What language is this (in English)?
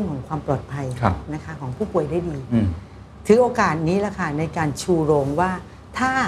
Thai